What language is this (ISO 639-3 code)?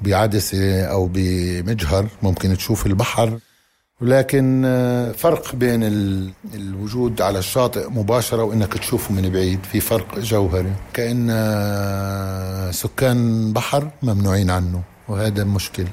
apc